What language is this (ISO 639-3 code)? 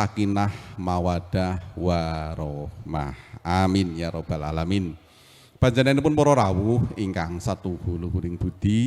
jav